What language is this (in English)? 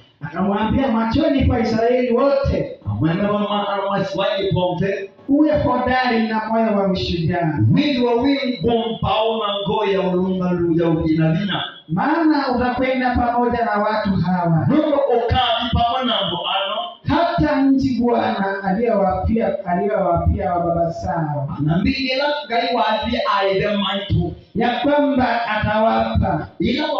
Swahili